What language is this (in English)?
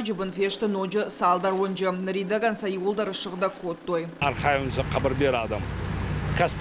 Ossetic